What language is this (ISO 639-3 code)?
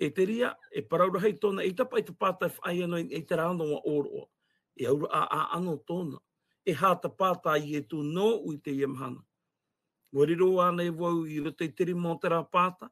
tah